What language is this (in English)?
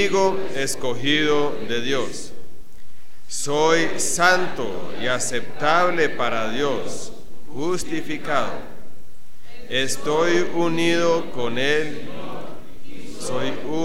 Spanish